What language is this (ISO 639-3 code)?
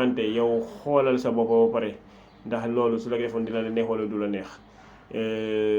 wol